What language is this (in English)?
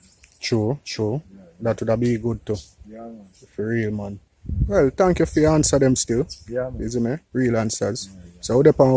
Jamaican Creole English